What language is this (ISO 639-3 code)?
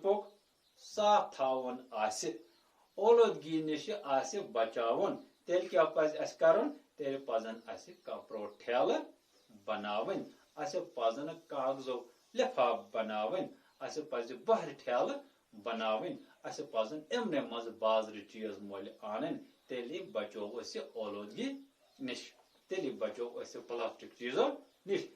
kas